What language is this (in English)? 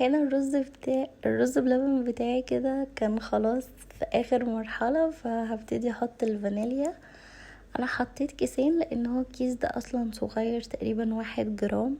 Egyptian Arabic